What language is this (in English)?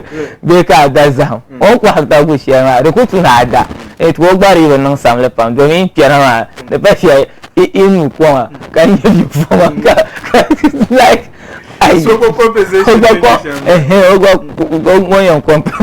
Dagbani